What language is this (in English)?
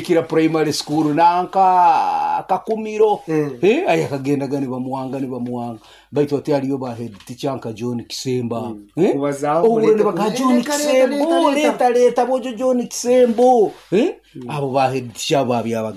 Nyoro